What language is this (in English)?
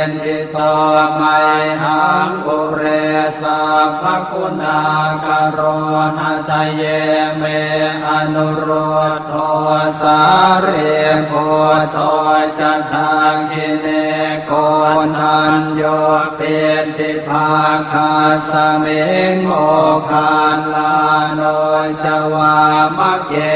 Pali